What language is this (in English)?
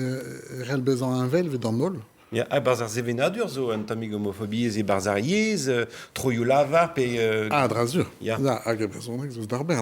Breton